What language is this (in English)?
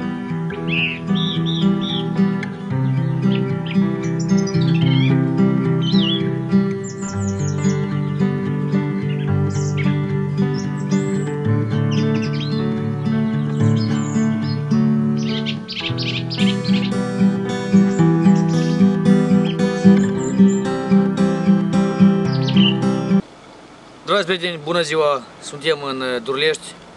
Romanian